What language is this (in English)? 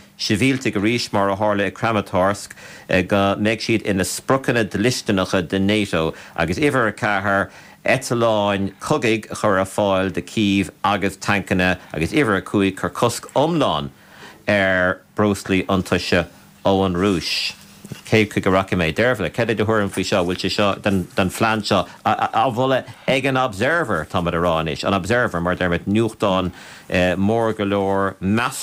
Irish